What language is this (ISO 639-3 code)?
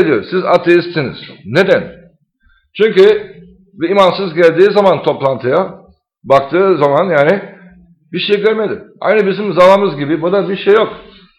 tur